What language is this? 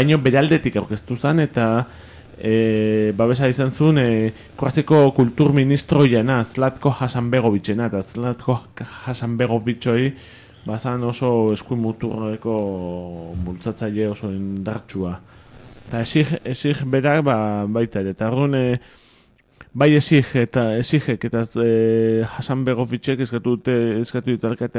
Basque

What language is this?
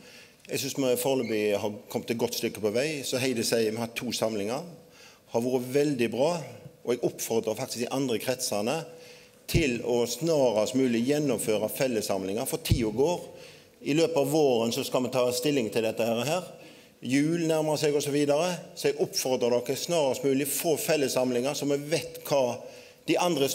Norwegian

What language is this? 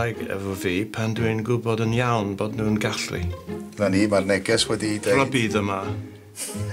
Welsh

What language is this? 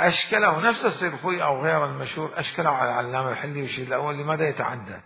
Mesopotamian Arabic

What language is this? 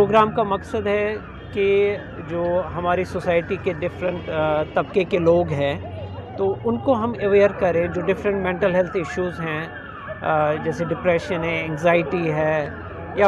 Urdu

